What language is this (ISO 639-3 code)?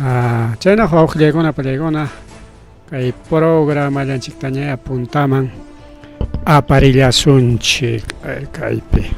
quy